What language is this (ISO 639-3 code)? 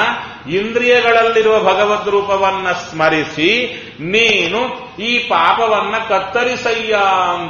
kan